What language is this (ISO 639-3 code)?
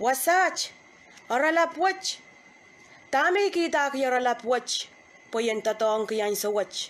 pon